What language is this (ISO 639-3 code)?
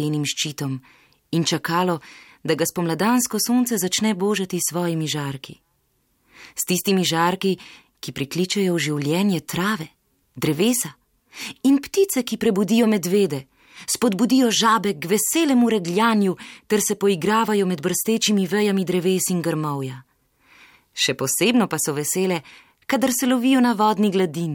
slv